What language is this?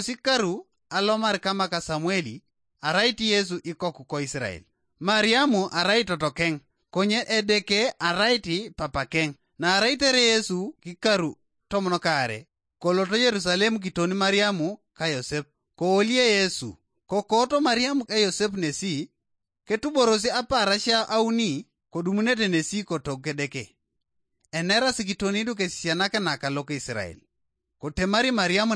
Teso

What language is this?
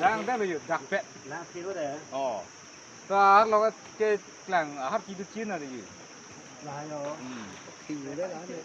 Karbi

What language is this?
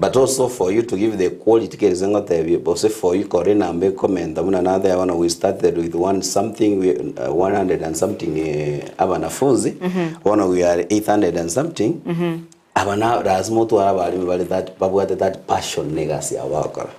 Gusii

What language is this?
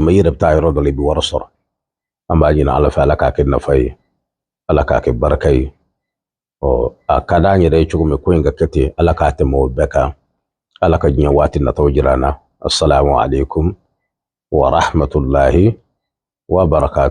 Bambara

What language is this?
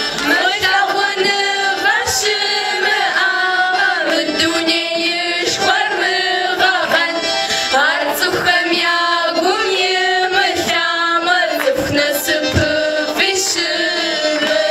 Kabardian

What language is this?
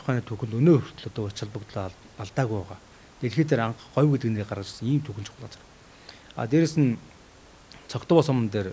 Mongolian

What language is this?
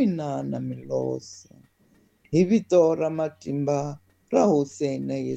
Tsonga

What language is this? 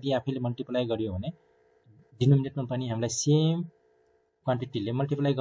Nepali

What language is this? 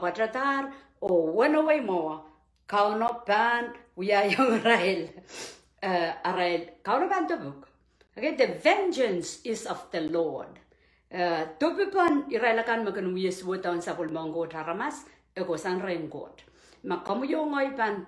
Pohnpeian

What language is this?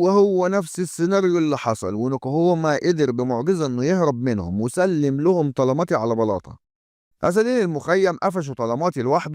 Egyptian Arabic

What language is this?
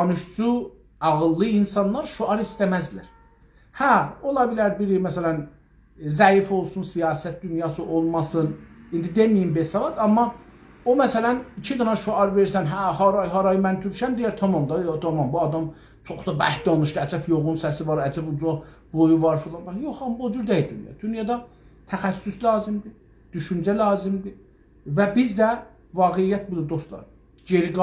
South Azerbaijani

